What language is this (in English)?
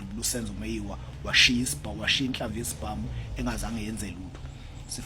Zulu